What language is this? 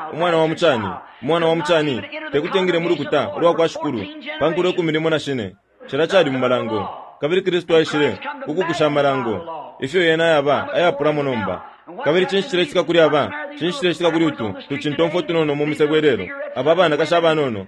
Bemba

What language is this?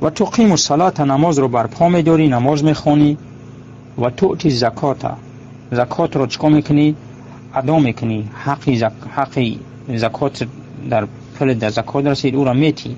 Tajik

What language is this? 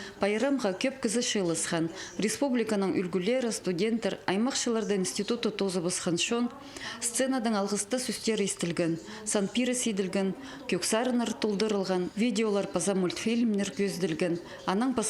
Khakas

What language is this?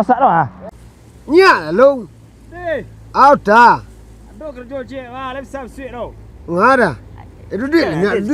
Minangkabau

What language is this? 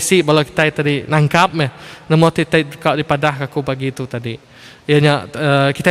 Iban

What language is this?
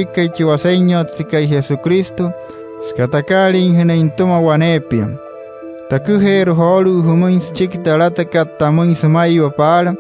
Wayuu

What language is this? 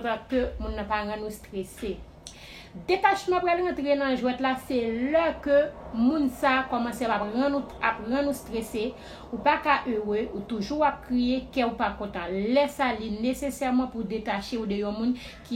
Haitian Creole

